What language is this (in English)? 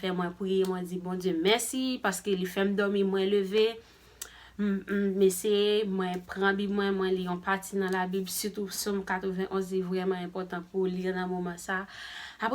Haitian Creole